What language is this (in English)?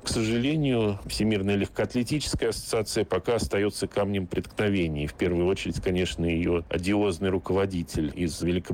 Russian